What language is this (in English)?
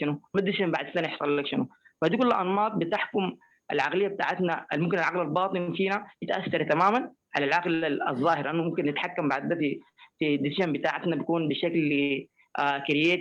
Sudanese Arabic